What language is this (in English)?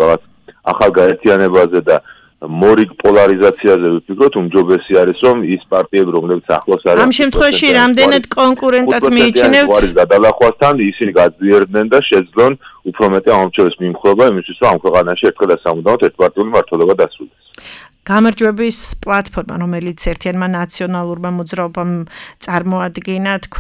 Georgian